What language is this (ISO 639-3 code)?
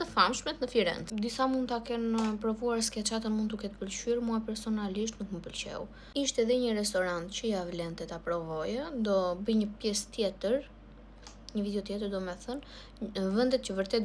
sqi